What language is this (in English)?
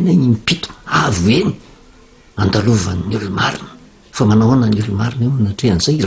Malagasy